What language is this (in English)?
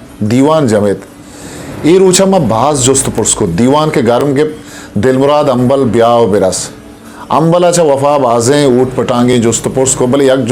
Eastern Balochi